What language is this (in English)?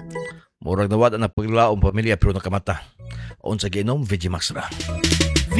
Cebuano